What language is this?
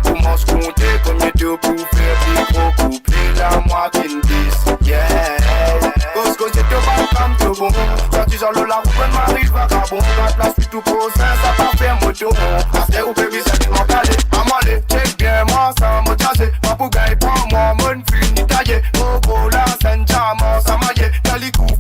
Morisyen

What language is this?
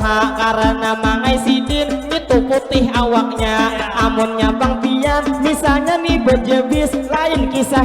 Banjar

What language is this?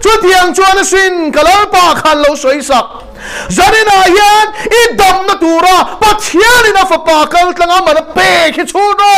Mizo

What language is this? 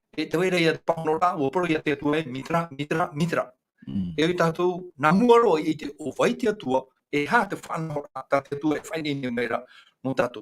Tahitian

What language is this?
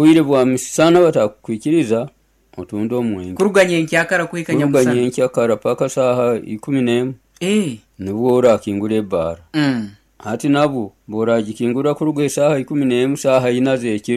Nyoro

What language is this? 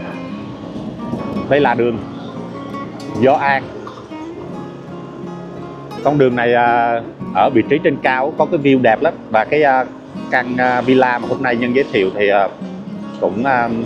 Vietnamese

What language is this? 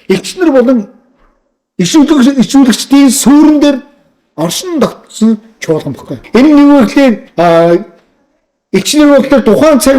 Mongolian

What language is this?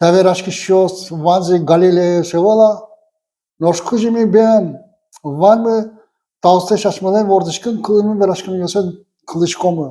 Udmurt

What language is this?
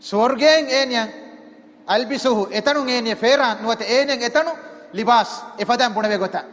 Divehi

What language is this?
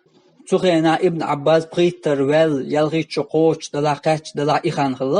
Chechen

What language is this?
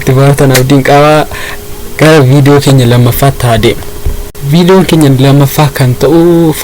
Oromo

